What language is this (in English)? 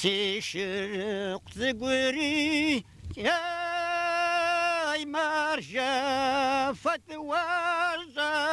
Kabardian